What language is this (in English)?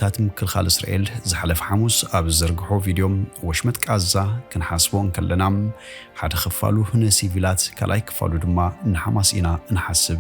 Tigrinya